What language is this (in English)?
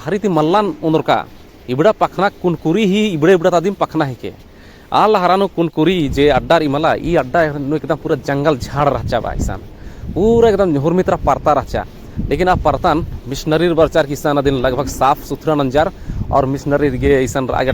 Kurukh